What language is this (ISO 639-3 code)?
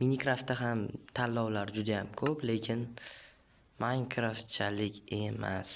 uzb